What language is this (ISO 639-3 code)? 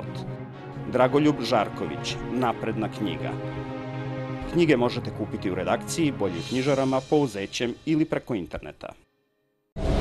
srp